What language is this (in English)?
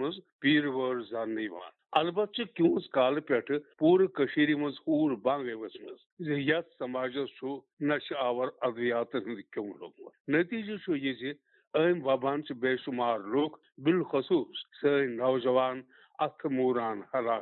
Kashmiri